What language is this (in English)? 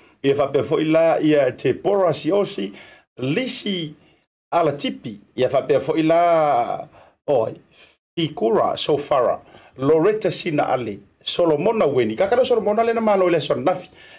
Samoan